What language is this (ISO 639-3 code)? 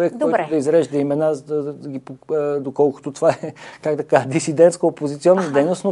bul